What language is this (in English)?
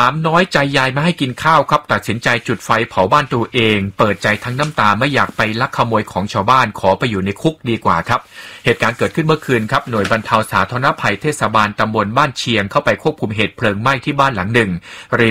Thai